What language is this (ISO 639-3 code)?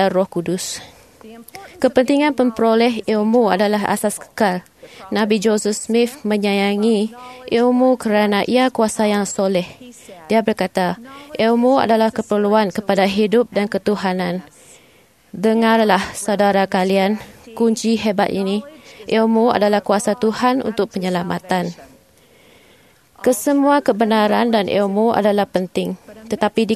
msa